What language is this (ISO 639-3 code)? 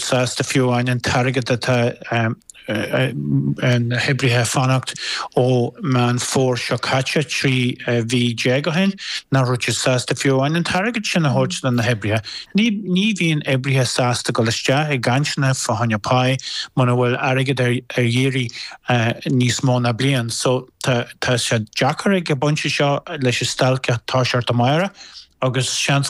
gle